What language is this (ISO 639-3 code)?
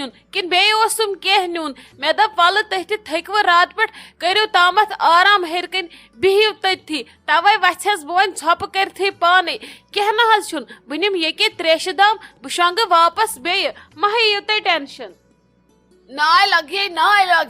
kas